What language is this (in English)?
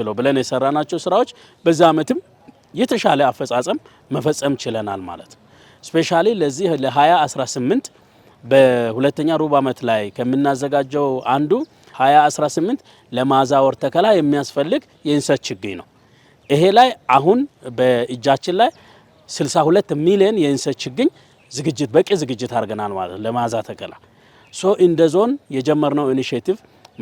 Amharic